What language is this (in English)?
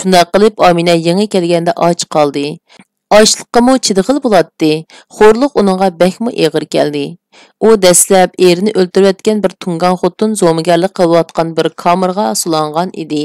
Uyghur